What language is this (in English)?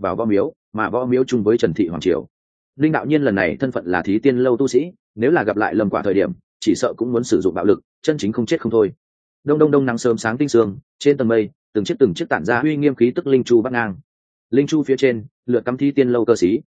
Vietnamese